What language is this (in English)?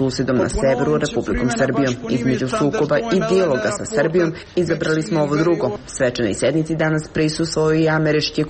Serbian